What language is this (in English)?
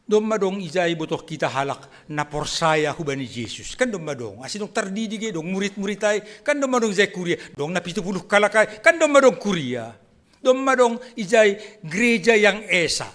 Batak Simalungun